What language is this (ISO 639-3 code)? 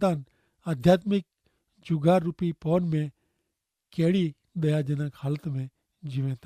kfr